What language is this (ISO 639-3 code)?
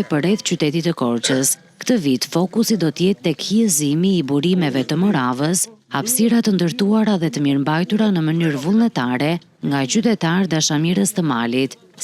sqi